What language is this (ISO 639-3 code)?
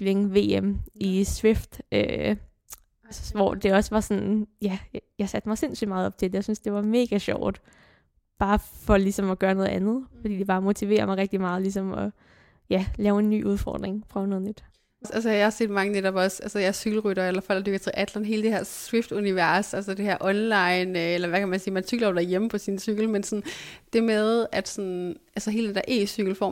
dan